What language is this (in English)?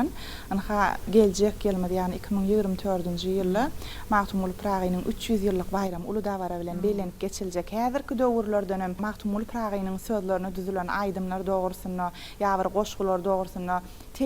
Turkmen